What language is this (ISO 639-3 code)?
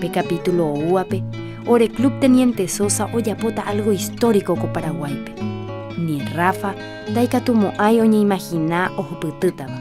grn